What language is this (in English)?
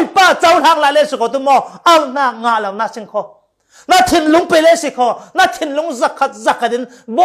Falam Chin